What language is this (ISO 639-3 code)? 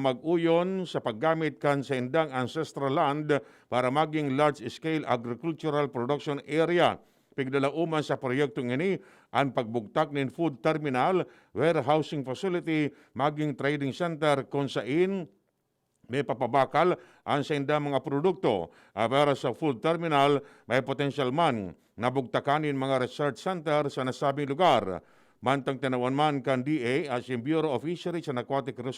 bik